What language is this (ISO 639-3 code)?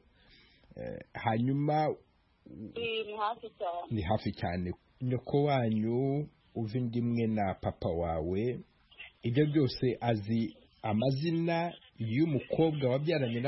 kin